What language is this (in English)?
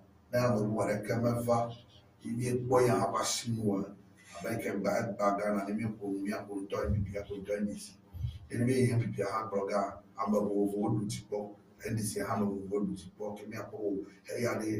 Ewe